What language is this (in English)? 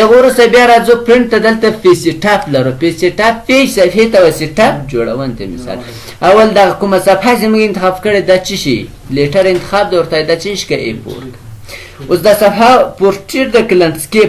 Pashto